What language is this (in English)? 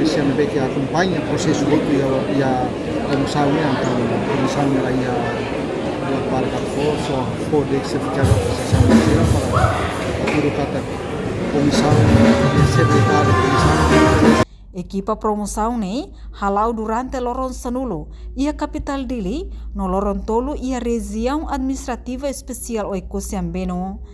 Tetum